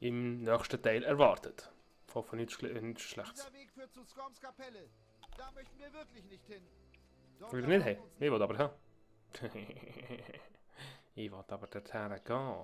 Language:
Swiss German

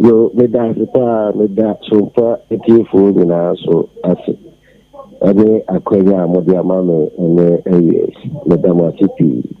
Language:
Akan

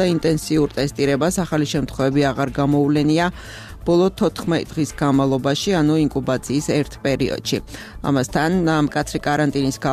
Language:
Georgian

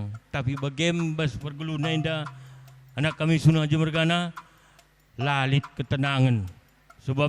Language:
Batak Karo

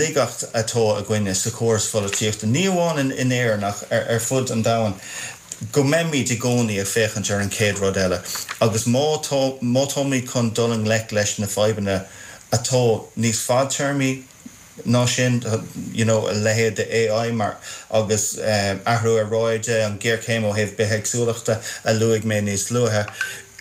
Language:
Irish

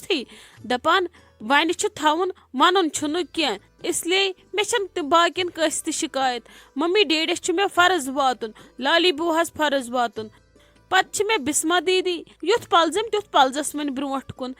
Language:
Kashmiri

